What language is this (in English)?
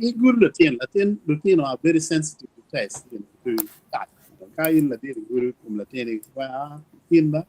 Acoli